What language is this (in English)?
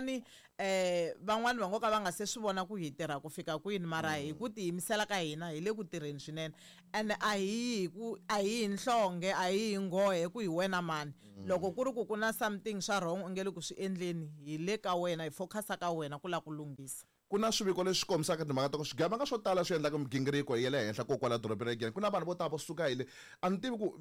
Tsonga